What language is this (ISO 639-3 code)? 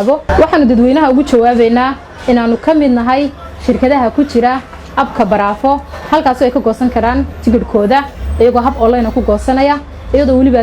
som